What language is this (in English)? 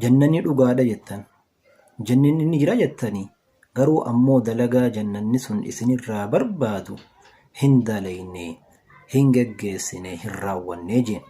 Oromo